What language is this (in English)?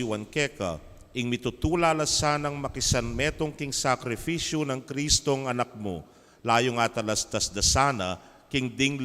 Pampanga